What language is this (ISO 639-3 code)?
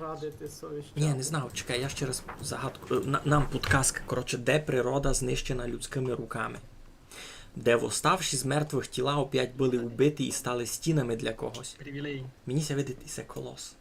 rue